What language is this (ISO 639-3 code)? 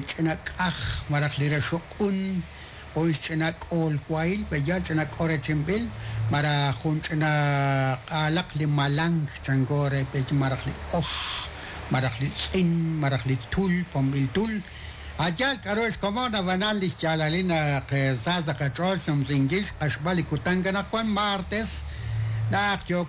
kek